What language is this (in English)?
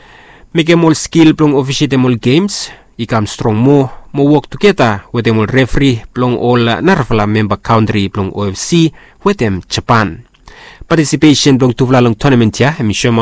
Bislama